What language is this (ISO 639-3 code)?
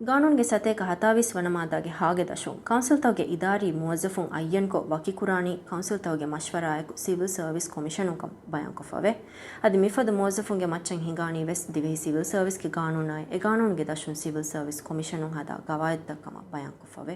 div